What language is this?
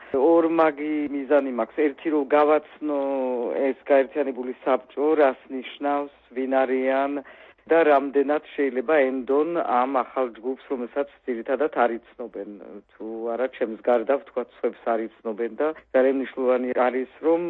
Georgian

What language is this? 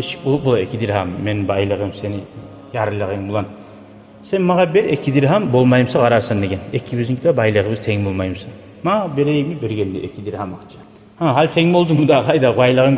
Kumyk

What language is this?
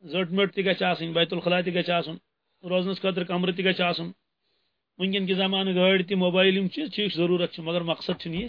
Kashmiri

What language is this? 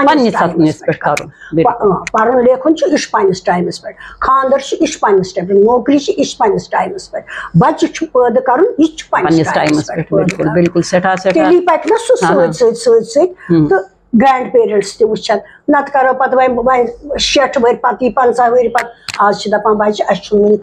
Kashmiri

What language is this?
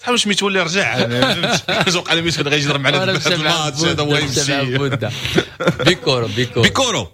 Moroccan Arabic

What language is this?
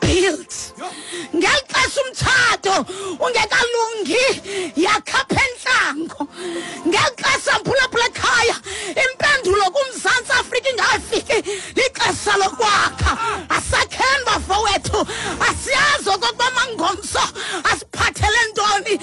Xhosa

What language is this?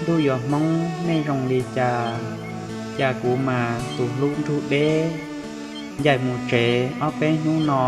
Hmong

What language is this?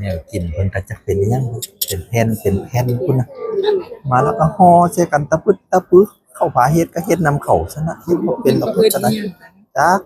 Northeastern Thai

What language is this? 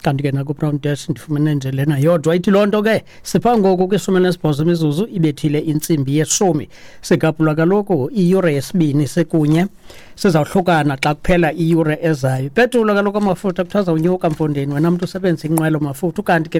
Xhosa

